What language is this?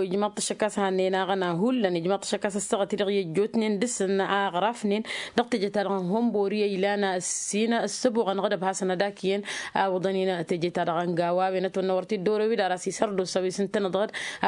Tamasheq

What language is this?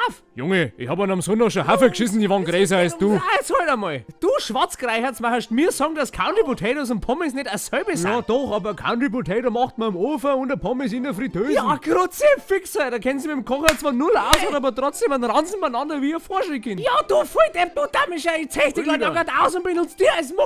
Bavarian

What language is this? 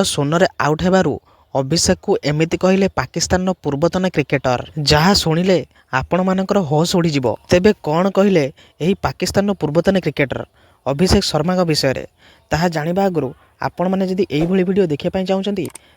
Odia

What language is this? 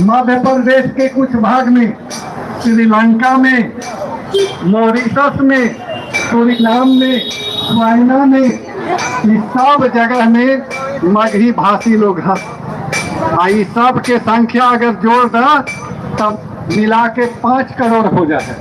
Magahi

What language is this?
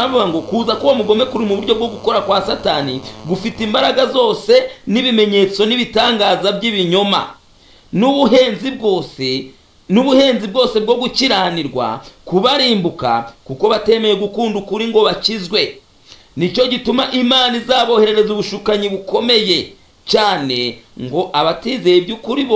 Kinyarwanda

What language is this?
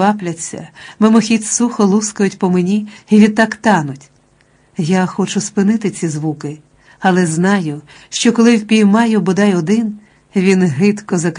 Ukrainian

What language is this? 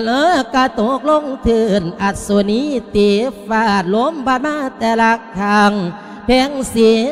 Lao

